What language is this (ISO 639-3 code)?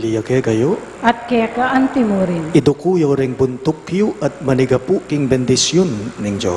pam